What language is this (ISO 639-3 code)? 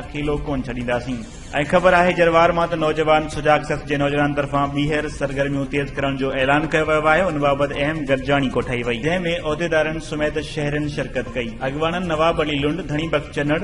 snd